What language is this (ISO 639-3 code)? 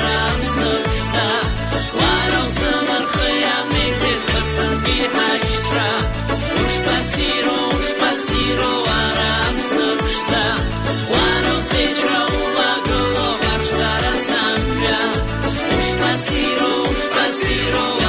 abk